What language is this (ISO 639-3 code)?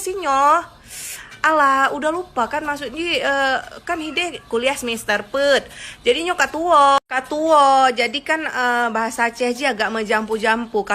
ace